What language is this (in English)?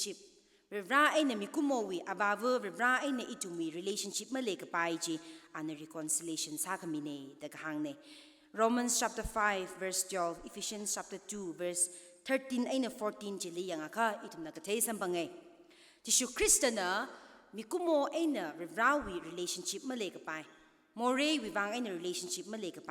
Tangkhul Naga (India)